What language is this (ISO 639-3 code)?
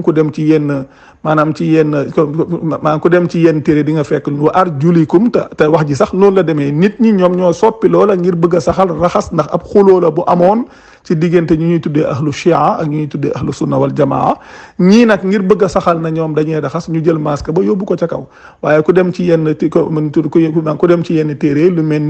wol